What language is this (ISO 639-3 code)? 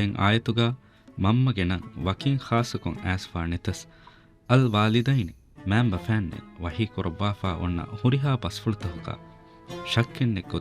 div